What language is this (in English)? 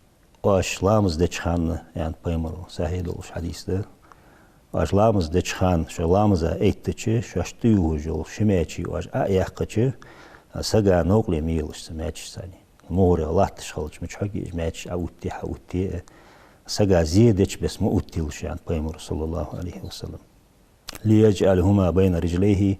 Ingush